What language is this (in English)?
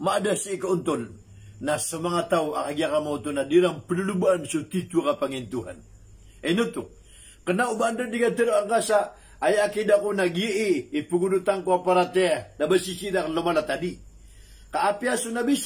Maranao